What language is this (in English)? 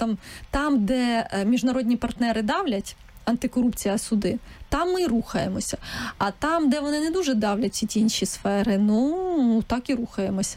Ukrainian